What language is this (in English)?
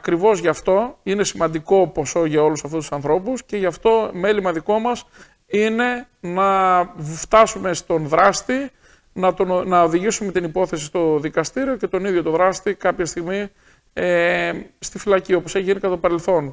Greek